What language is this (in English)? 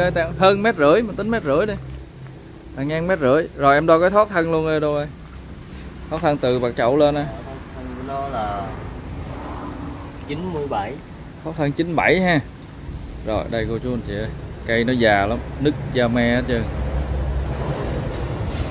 Vietnamese